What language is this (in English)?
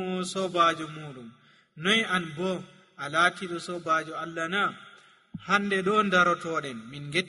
Nigerian Fulfulde